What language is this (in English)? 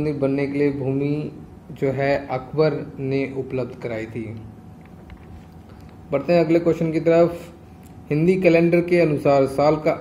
Hindi